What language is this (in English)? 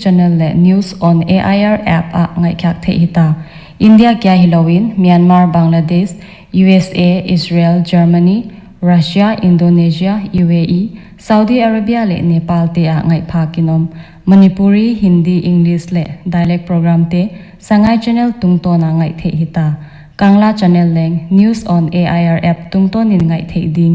Paite Chin